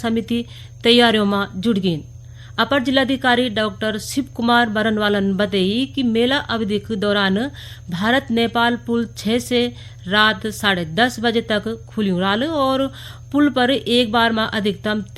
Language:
Garhwali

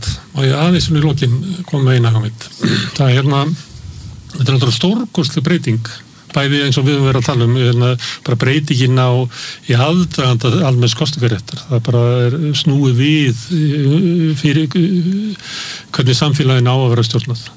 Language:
Icelandic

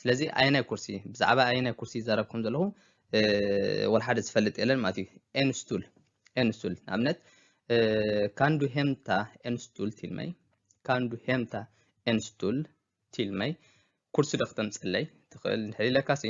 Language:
Tigrinya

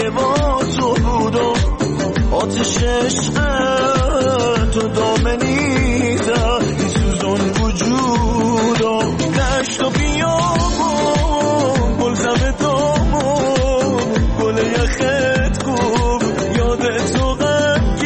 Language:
Persian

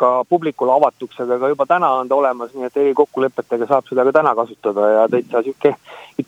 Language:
Estonian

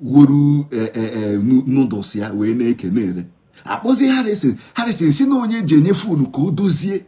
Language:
Igbo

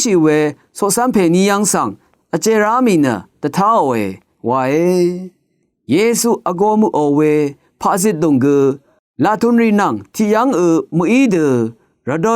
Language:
Rawang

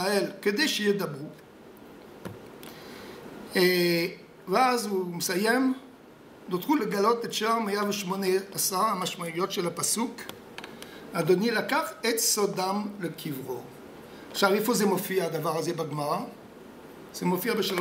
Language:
Hebrew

